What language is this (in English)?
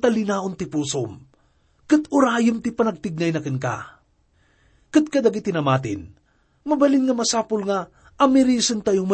Iloko